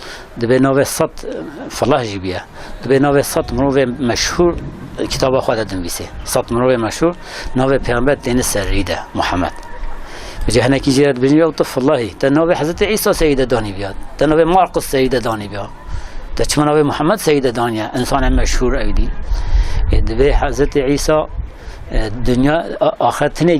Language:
Kurdish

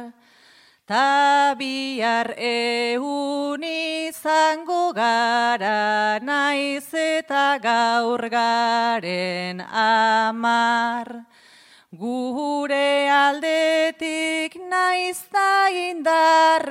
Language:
Basque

